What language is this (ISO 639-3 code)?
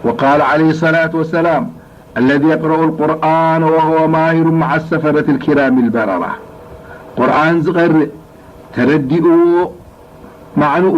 tir